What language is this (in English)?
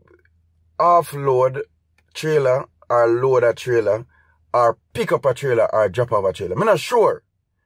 Jamaican Creole English